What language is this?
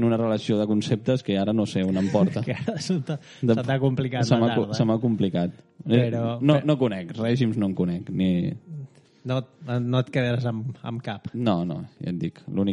Catalan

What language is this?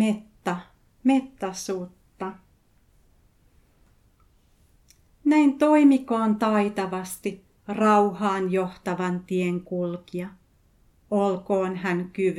Finnish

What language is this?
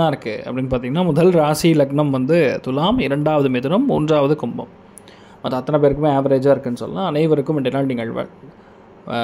Tamil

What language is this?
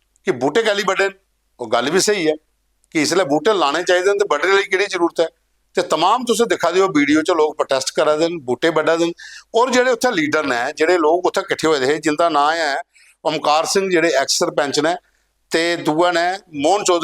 Dogri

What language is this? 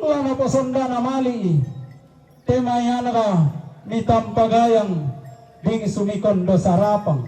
Toraja-Sa'dan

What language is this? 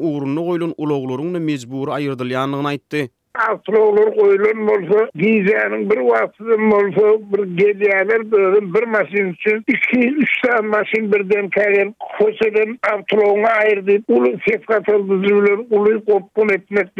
Turkmen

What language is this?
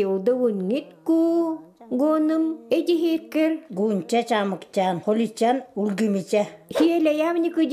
Even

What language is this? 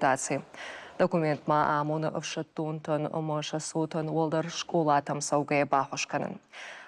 Ossetic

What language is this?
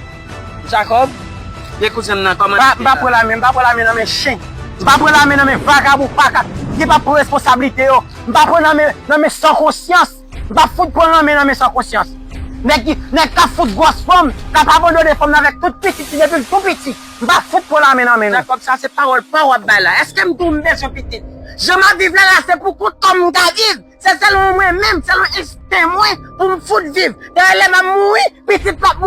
Haitian Creole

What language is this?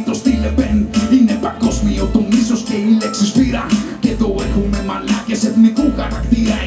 Greek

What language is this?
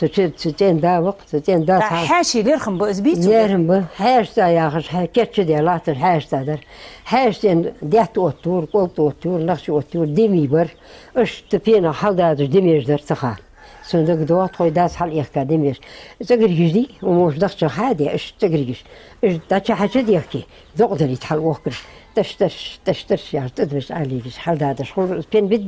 Ingush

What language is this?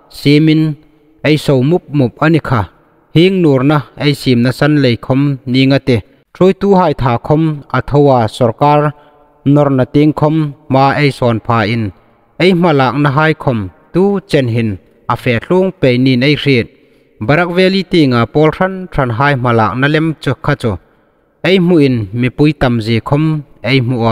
Hmar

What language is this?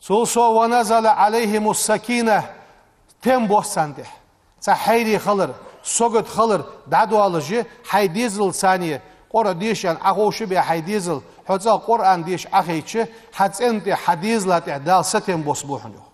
Ingush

